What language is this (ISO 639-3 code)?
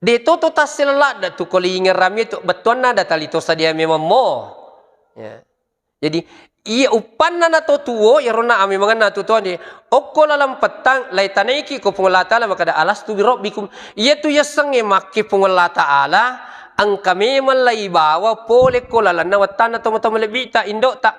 bug